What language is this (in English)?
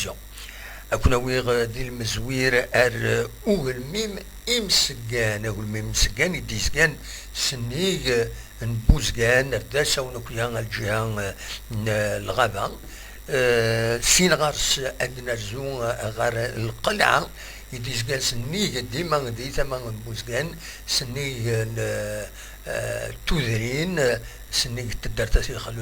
Kabyle